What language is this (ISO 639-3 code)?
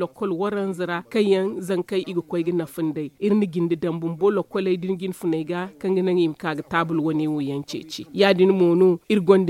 dje